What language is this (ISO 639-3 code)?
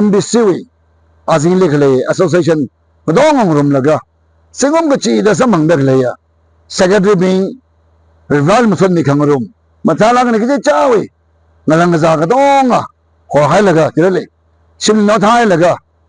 nmf